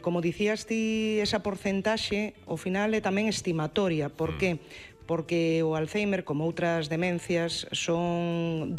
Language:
Galician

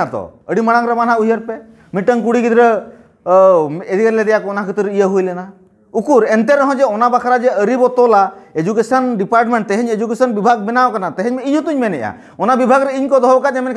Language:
Santali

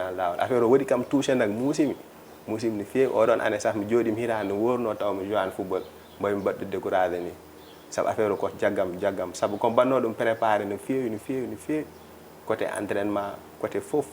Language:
Fula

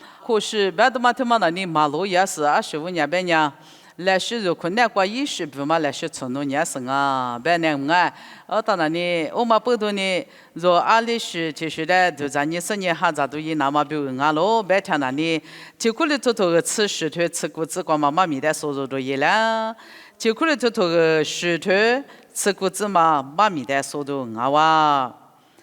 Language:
Lisu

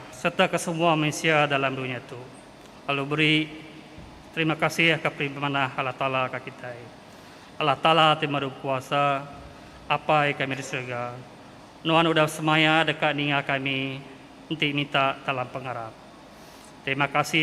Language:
Iban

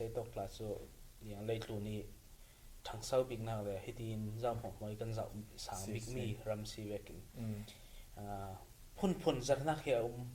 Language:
Falam Chin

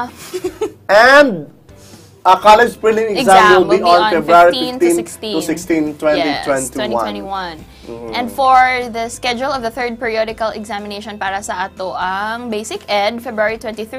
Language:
Cebuano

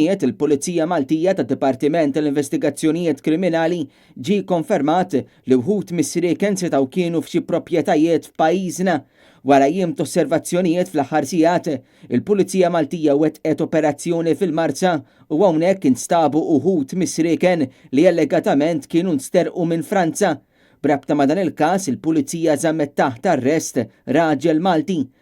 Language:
Maltese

